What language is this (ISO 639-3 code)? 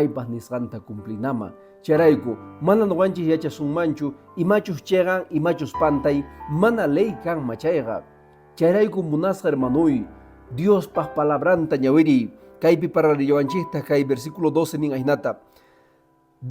que